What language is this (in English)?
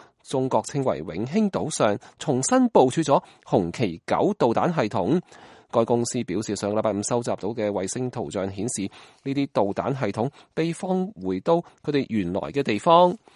Cantonese